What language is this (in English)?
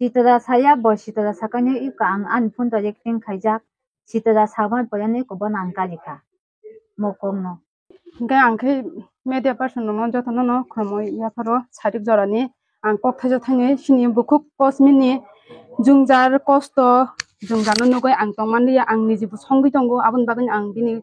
Kok Borok